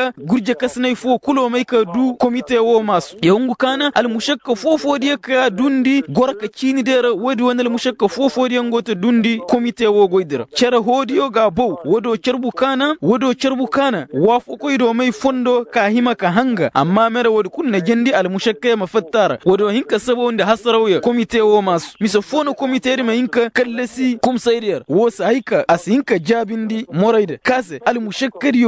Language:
Koyraboro Senni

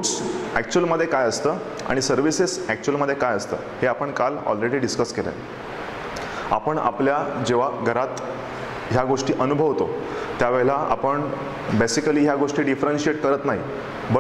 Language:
Marathi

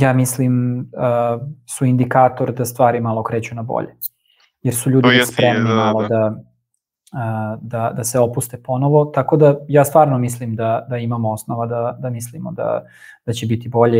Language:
Serbian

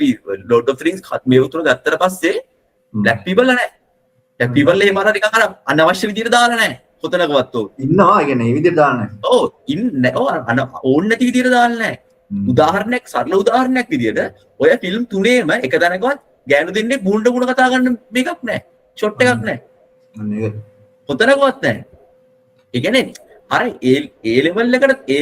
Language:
Sinhala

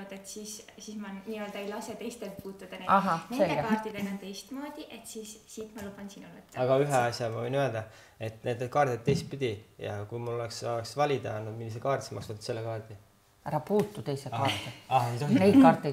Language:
Estonian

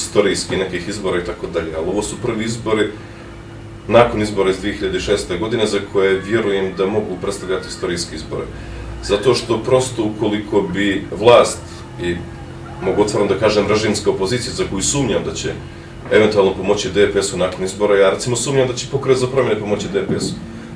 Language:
Bosnian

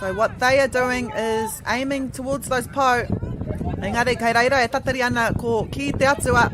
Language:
Māori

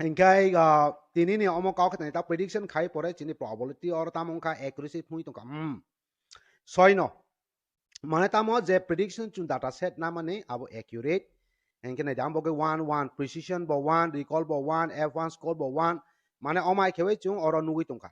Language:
Kok Borok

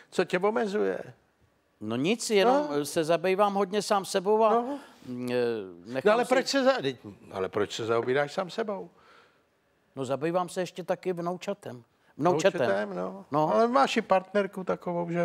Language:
Czech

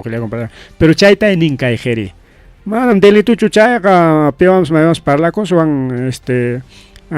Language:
Ayacucho Quechua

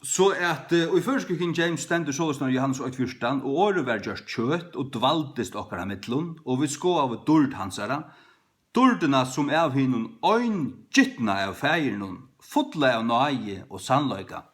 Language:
Faroese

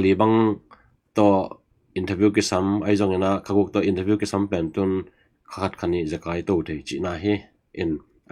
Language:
Tedim Chin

